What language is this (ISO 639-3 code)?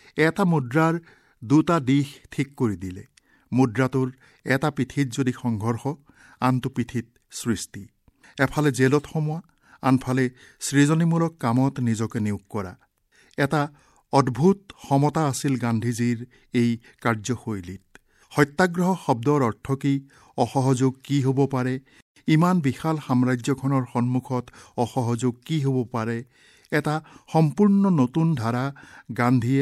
asm